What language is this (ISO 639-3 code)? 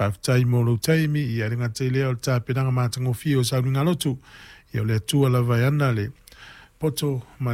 smo